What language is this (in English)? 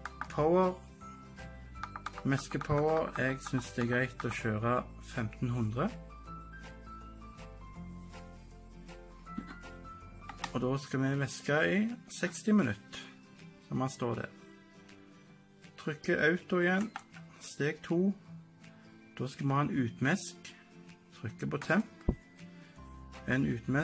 Norwegian